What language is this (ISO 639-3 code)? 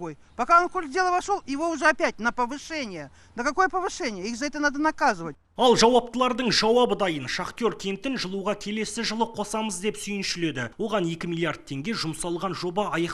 kaz